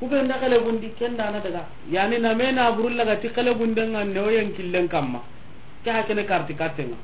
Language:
Soninke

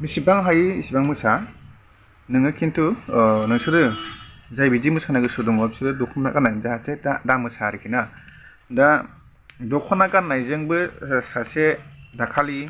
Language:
Bodo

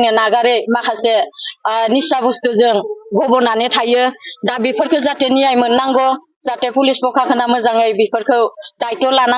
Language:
Bodo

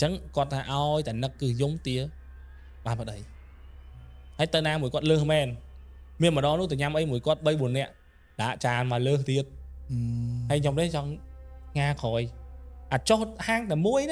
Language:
Khmer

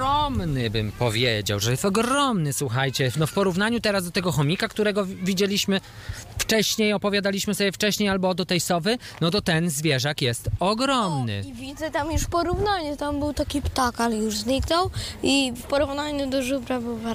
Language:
Polish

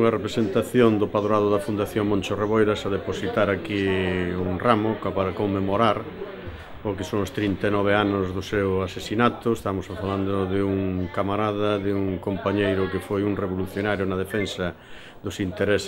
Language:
Galician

